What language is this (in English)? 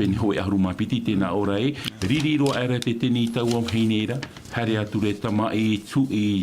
Tahitian